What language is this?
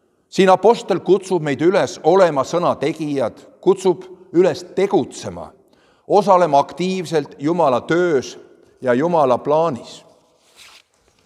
Estonian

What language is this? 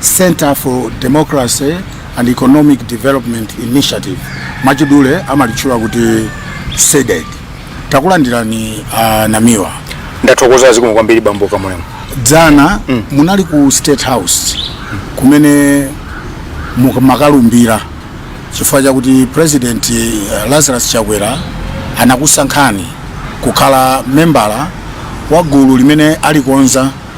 Nyanja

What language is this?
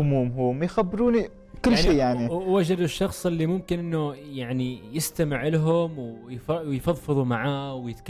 Gulf Arabic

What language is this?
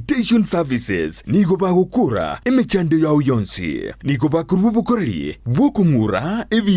Gusii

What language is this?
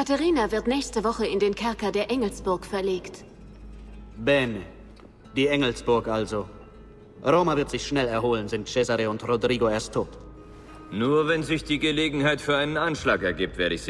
Bavarian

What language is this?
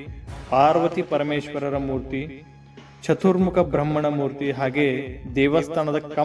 Kannada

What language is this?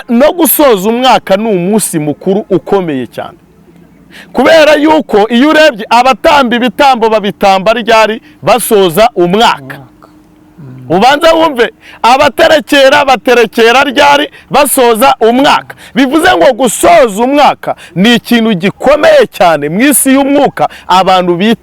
Kinyarwanda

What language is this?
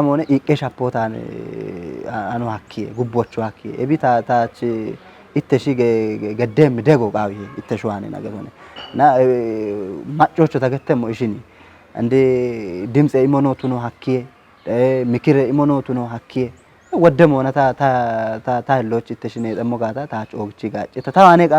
Kafa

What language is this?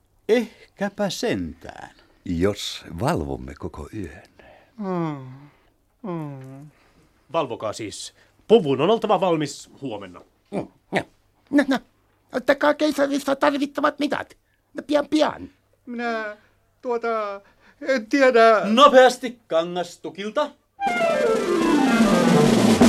Finnish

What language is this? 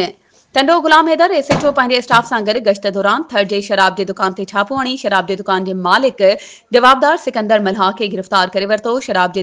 Sindhi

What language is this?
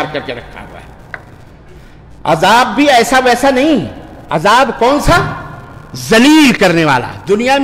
Urdu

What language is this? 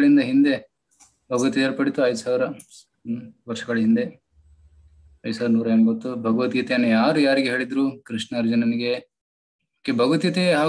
Kannada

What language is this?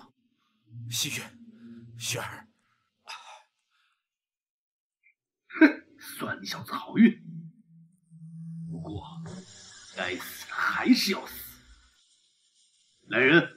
Chinese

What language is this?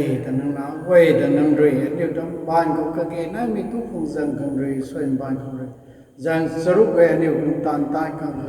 Rongmei Naga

